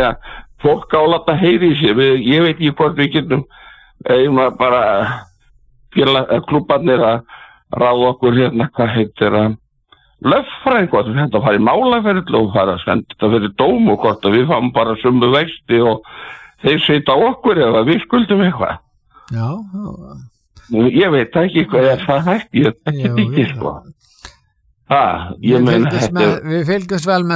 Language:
Icelandic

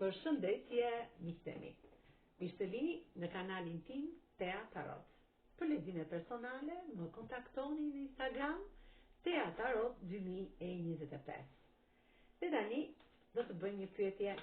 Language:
Albanian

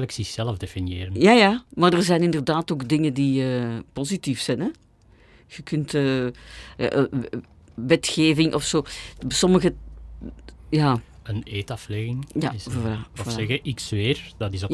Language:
Dutch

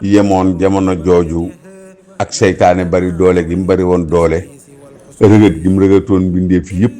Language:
Wolof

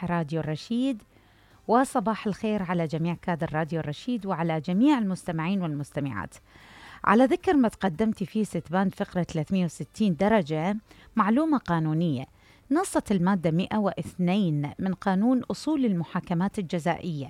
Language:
Mesopotamian Arabic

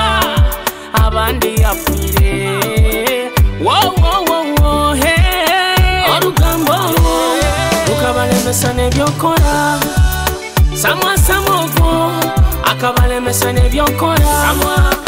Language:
Nyoro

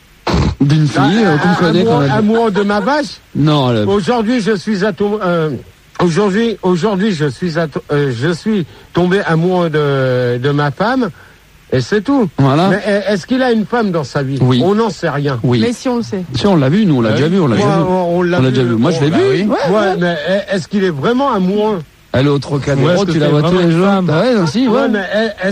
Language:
French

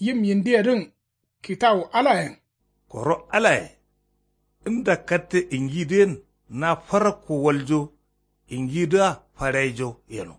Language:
Kanuri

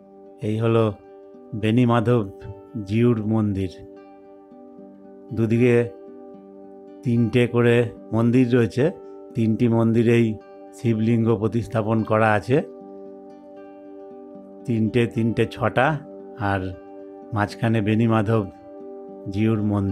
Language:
Bangla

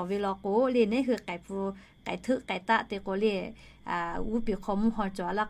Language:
Lahu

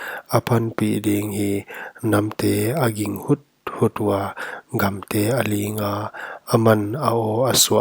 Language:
Paite Chin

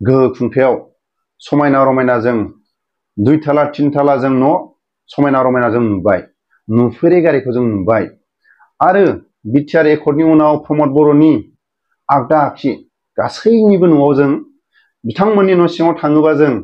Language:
Bodo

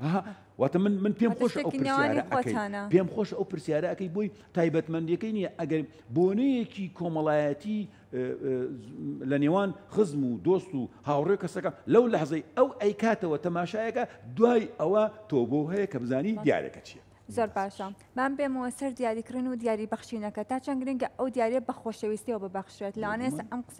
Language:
Central Kurdish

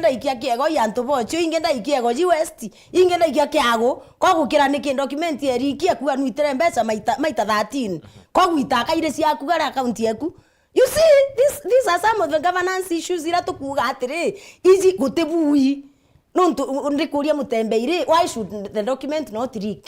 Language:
Meru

